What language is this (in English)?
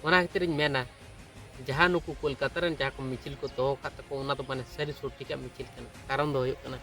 Santali